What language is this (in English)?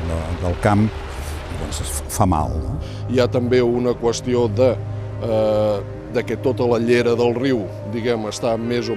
Catalan